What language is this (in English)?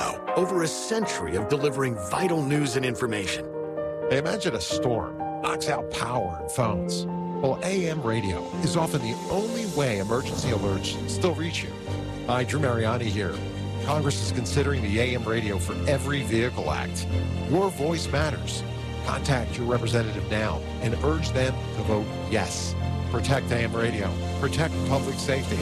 English